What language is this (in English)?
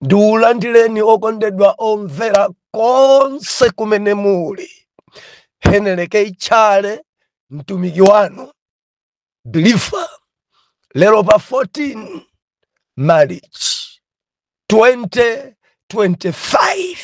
Nyanja